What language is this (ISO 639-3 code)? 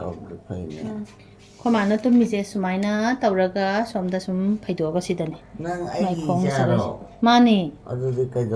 mni